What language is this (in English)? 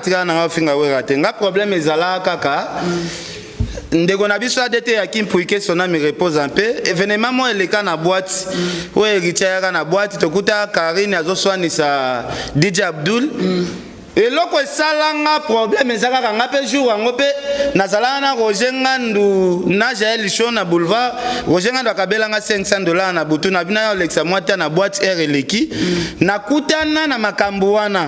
Lingala